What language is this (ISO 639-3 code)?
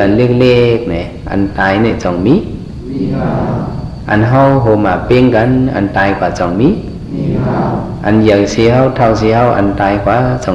shn